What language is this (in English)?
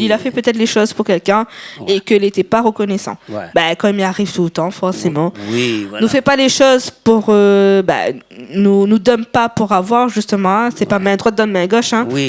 Réunion Creole French